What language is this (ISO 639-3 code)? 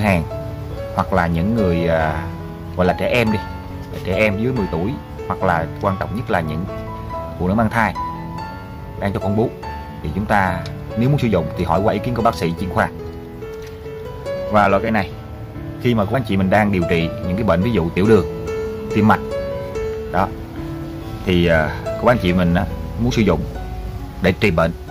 vie